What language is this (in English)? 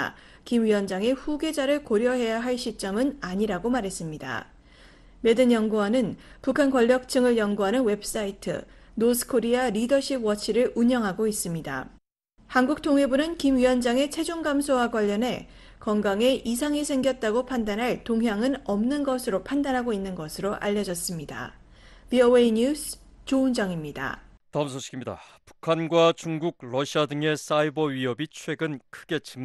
Korean